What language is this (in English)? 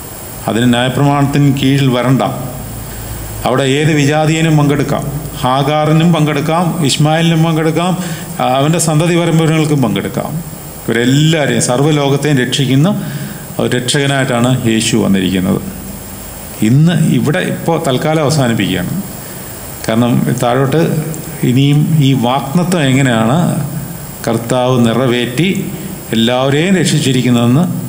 Malayalam